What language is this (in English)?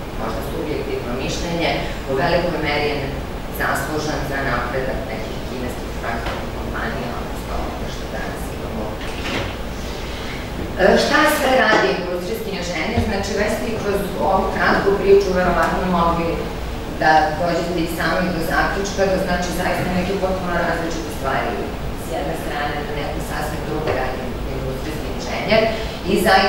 Serbian